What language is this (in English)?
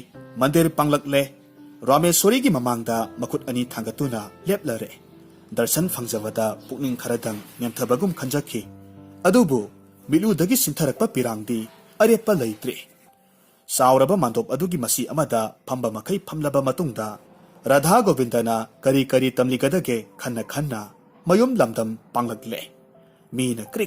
Manipuri